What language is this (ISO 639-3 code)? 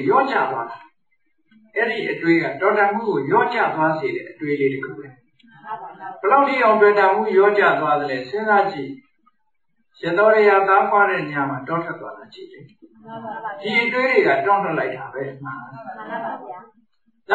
mya